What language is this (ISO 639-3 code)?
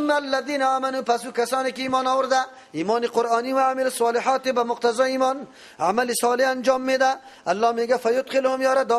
fas